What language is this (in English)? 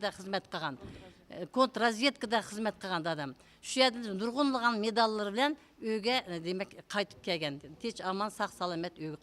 Uyghur